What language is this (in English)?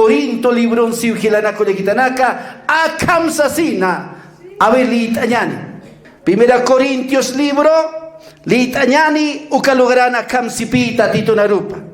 Aymara